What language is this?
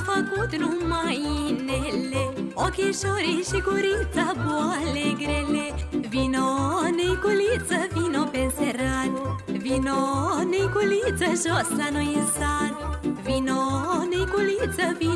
Romanian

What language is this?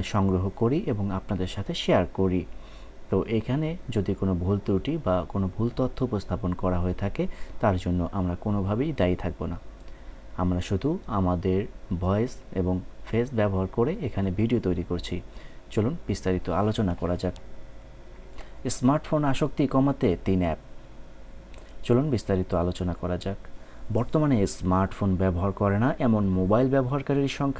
Bangla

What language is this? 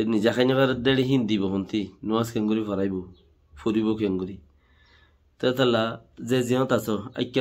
Rohingya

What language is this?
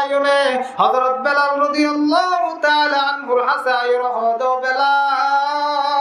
Rohingya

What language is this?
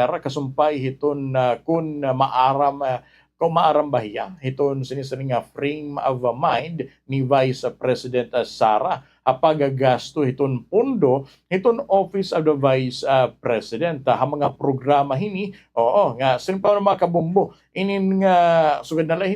Waray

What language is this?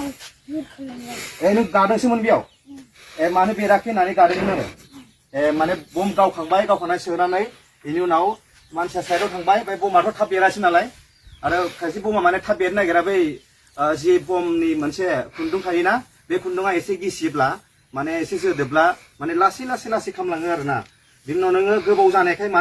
Bodo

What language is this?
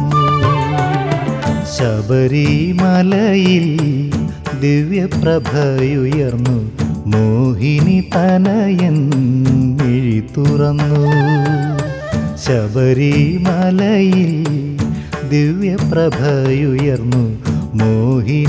Malayalam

